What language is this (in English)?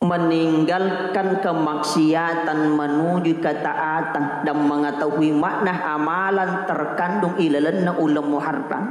Buginese